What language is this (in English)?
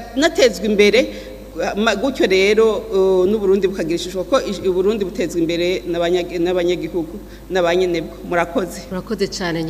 Rundi